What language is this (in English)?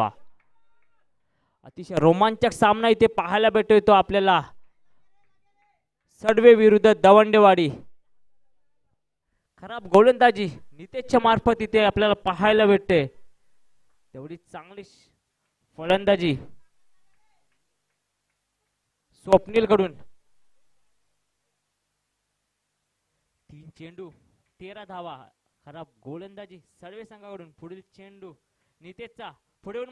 Marathi